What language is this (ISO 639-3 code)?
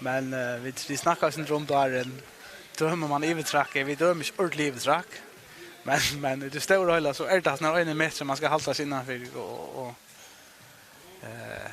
fao